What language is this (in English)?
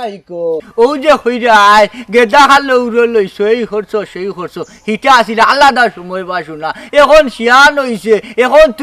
Sylheti